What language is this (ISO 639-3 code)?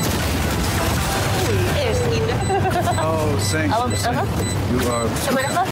msa